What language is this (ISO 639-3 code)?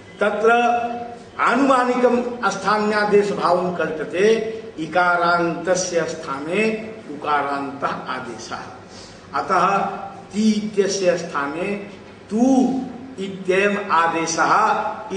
san